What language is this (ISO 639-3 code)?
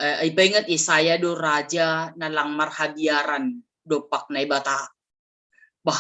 bts